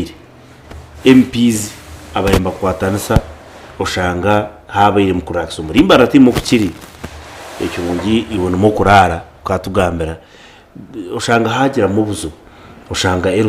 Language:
Nyankole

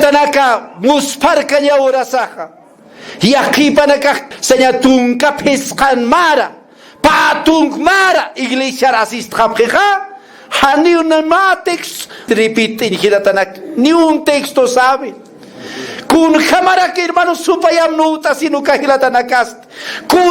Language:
Aymara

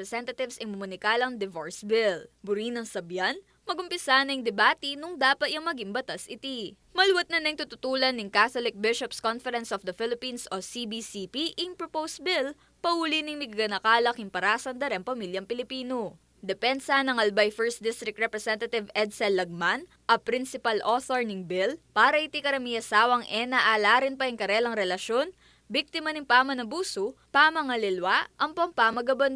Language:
Pampanga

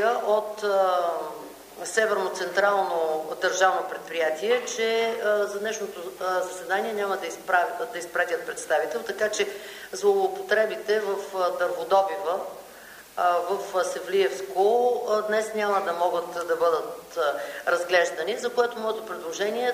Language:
Bulgarian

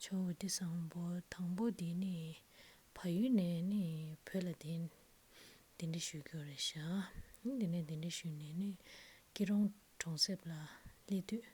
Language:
Tibetan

